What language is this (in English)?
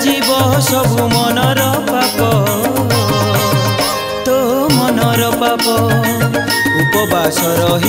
Odia